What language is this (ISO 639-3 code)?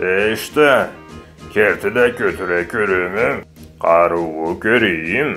krc